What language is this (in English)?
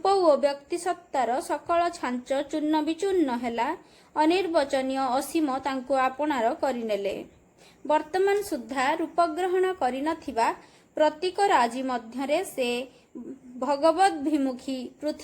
Odia